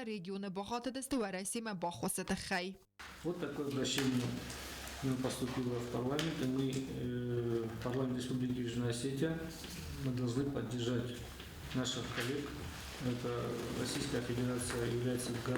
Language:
Ossetic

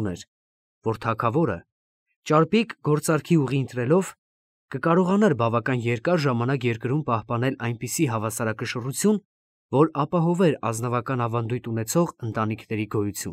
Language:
Armenian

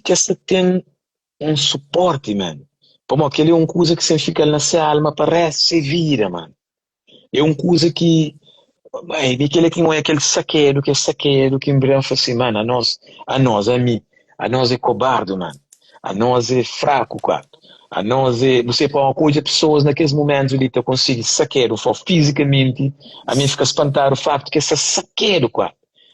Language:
Kabuverdianu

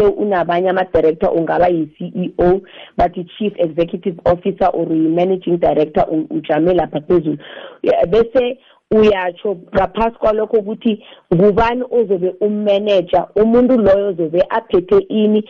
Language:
South Ndebele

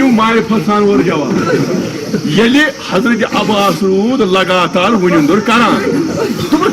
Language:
Kashmiri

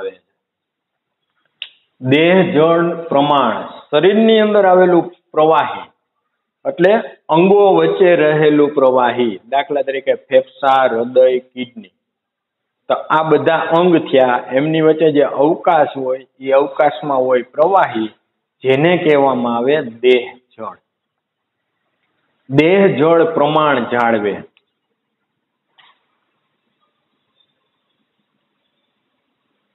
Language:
Gujarati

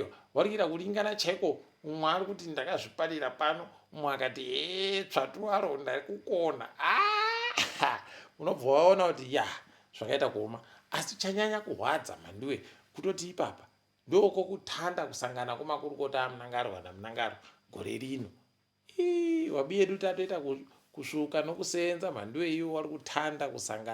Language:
Ndau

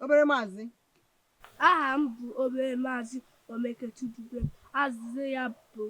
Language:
Igbo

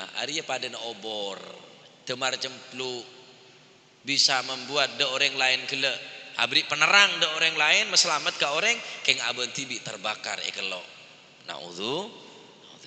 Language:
Madurese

